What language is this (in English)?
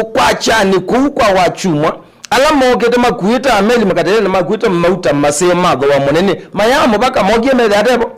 Kamba